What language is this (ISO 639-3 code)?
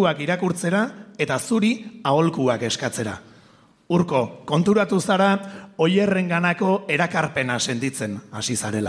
eus